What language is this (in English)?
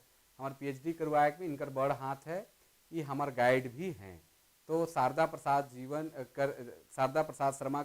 Sadri